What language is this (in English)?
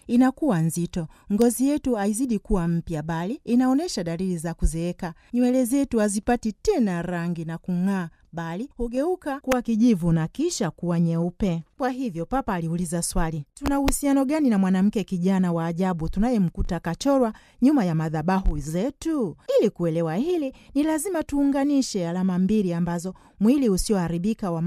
Swahili